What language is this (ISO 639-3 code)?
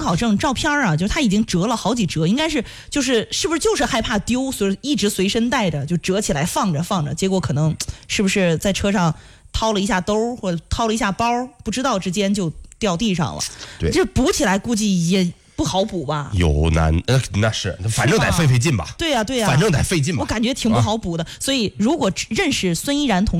zho